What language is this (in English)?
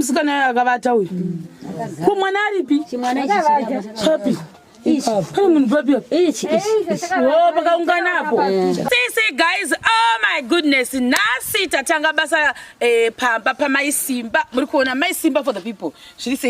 Shona